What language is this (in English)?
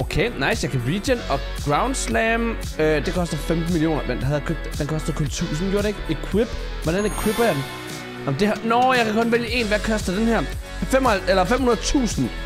Danish